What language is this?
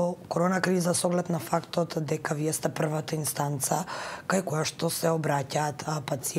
Macedonian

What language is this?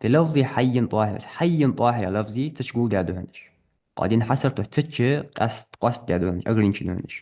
Ingush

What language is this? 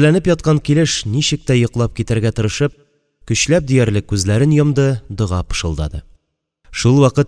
Tatar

